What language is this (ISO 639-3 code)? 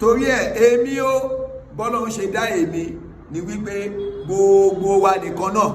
yor